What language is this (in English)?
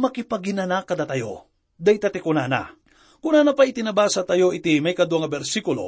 Iloko